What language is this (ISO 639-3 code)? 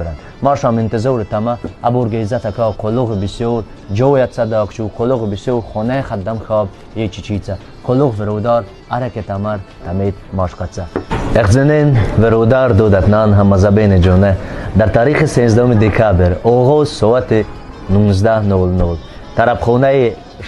tgk